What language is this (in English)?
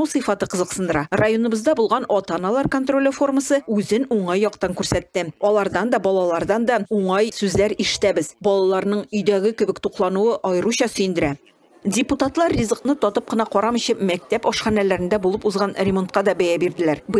Tatar